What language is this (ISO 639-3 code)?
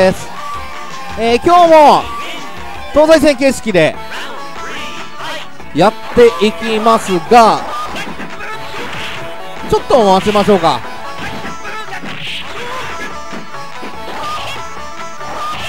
jpn